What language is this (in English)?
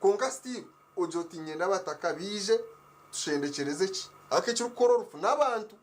Nyankole